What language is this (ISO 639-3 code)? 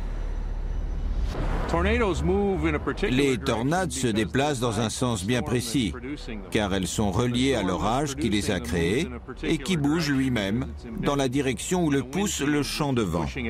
fra